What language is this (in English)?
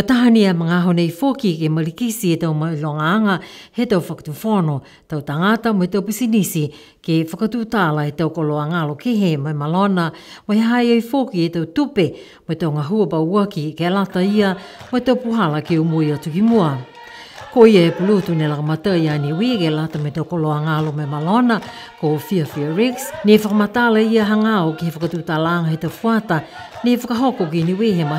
Niuean